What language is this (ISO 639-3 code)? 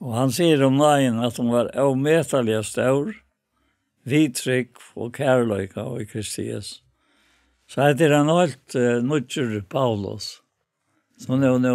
fao